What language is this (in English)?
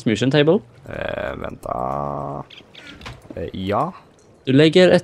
Swedish